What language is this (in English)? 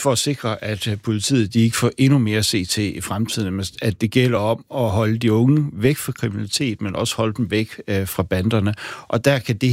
Danish